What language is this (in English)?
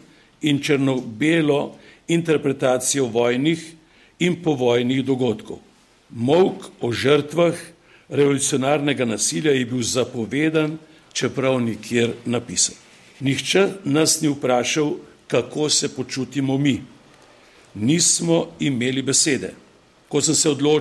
Slovenian